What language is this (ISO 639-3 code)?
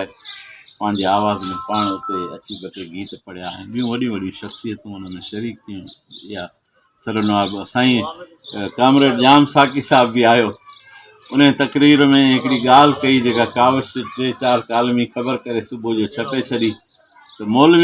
snd